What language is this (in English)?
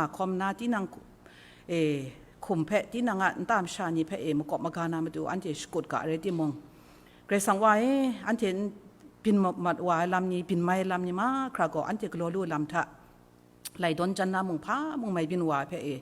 Kachin